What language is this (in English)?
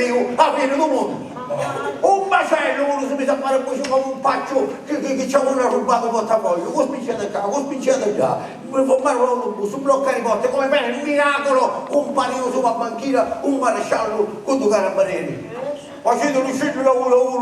Sicilian